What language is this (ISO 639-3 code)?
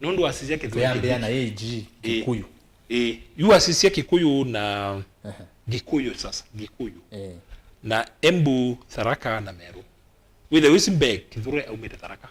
kam